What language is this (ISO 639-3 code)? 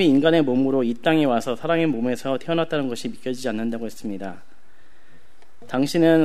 kor